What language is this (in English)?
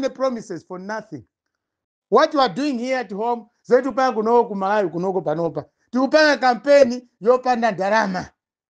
Nyanja